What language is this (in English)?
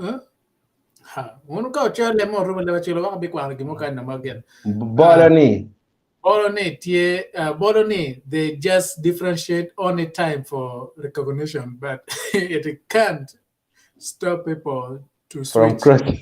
Acoli